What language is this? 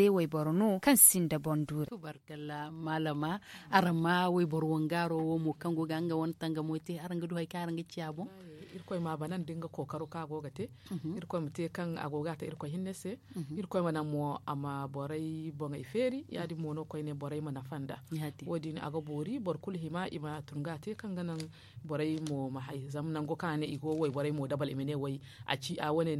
Zarma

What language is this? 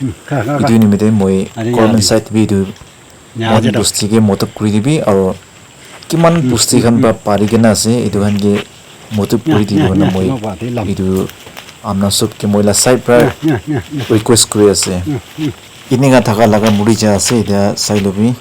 Naga Pidgin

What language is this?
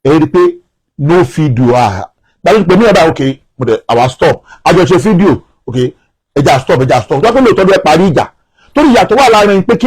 Yoruba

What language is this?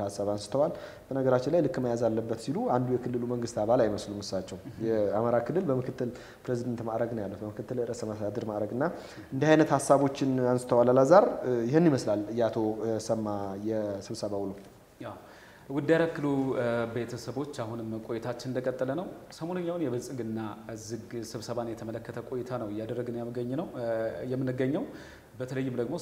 Amharic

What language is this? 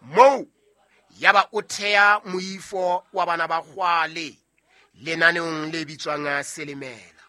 Southern Sotho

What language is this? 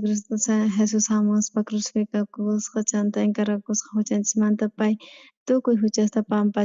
South Bolivian Quechua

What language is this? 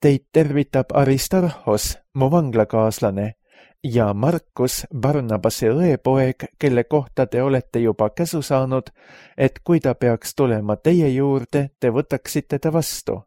Estonian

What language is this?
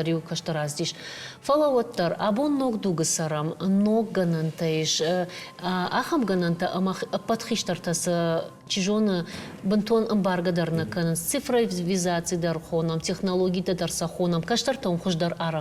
Ossetic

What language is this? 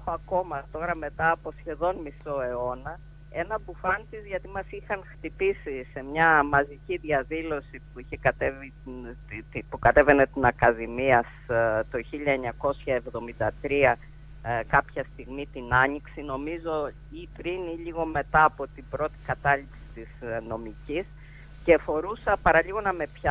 Greek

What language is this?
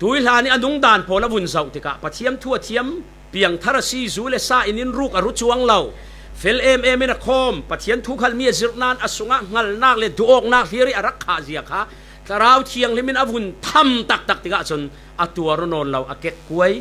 Falam Chin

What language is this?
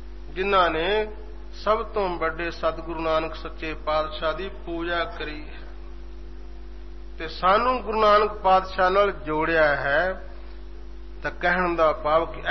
Punjabi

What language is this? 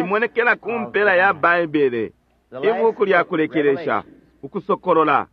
Bemba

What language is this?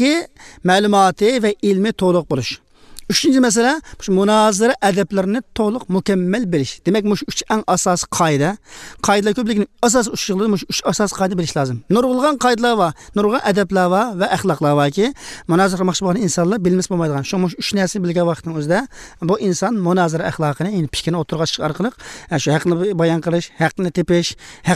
Uyghur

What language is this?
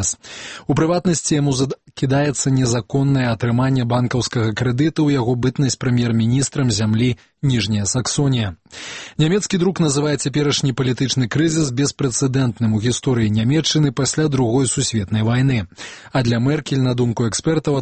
Belarusian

